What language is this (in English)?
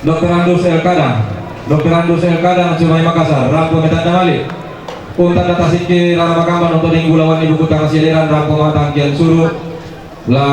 Toraja-Sa'dan